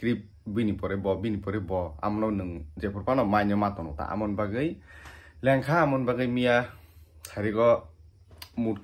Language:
Kok Borok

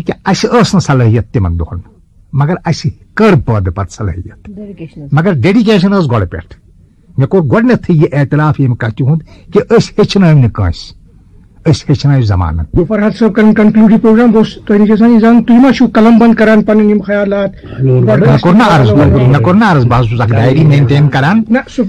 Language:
Kashmiri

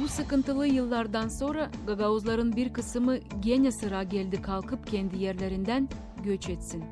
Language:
Gagauz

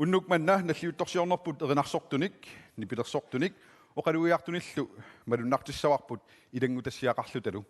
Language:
Kalaallisut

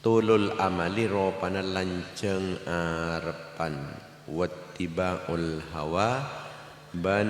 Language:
Madurese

